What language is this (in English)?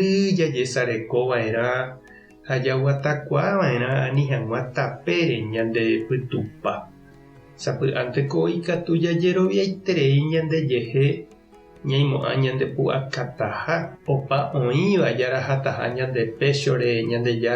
Guarani